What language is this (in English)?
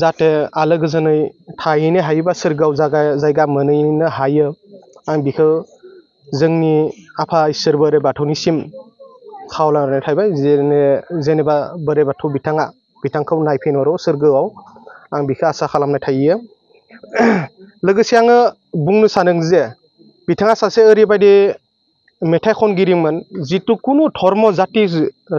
Bodo